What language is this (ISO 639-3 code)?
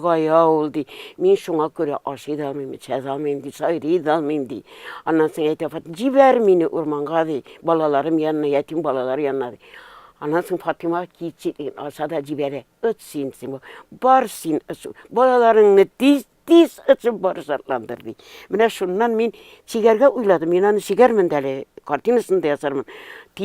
tat